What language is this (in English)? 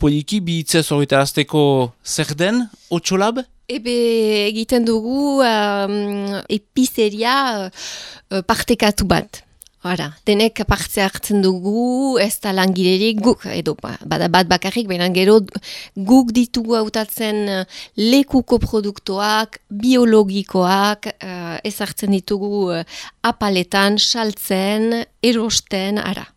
Basque